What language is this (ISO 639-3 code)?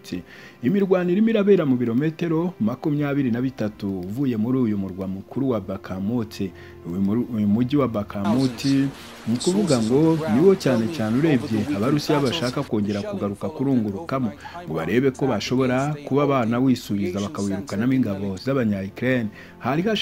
kin